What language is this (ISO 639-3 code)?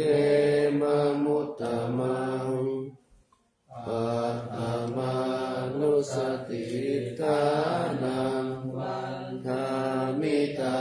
pli